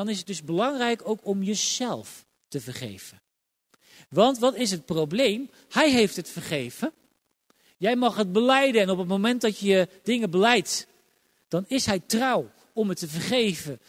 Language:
Dutch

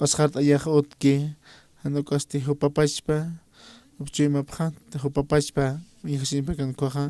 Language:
Aymara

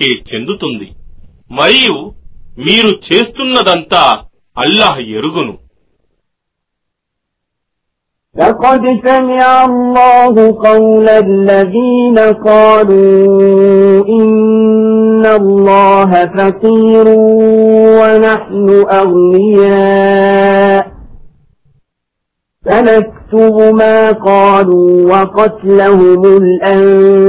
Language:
Telugu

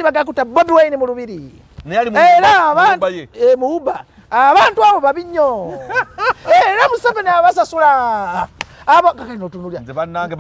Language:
Ganda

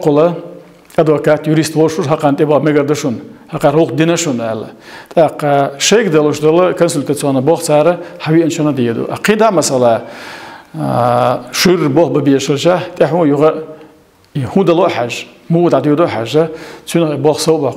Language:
Chechen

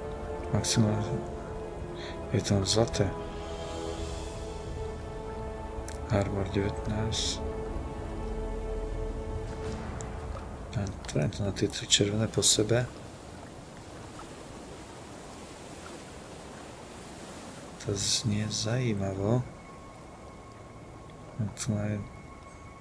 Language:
Slovak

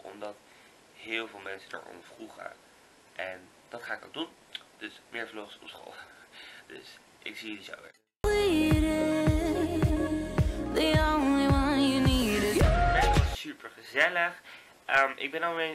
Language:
Dutch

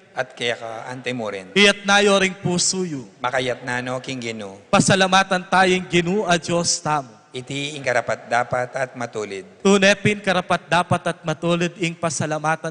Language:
Pampanga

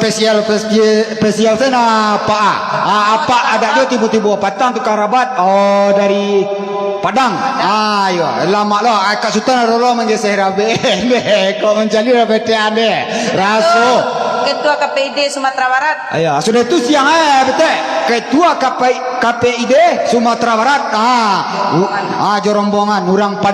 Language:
Minangkabau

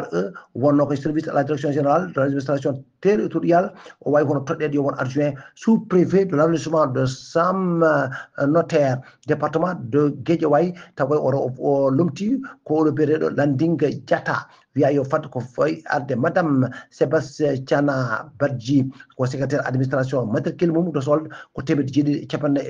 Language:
Fula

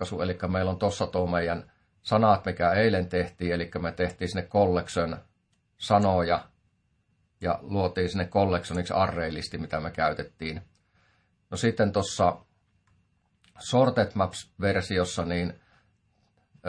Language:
Finnish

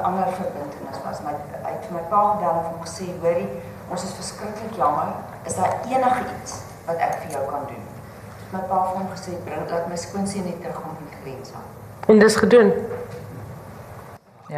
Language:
Afrikaans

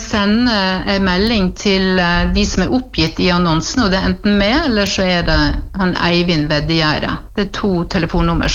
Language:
Norwegian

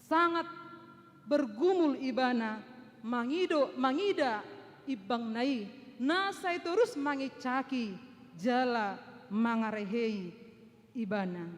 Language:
Batak Toba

